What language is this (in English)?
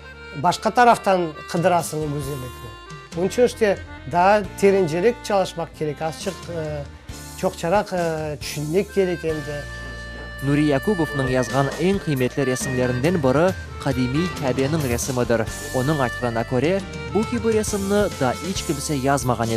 Crimean Tatar